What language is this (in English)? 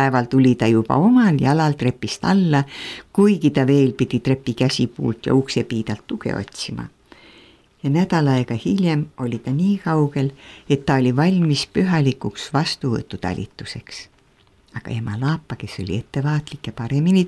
Estonian